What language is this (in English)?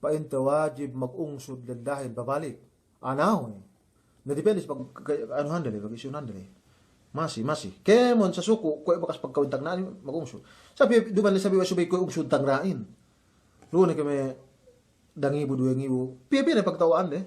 Yakan